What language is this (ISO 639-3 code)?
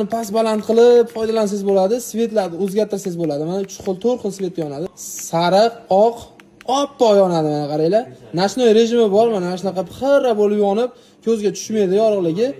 uzb